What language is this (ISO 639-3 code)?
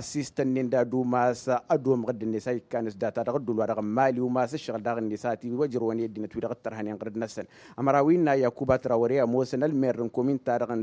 taq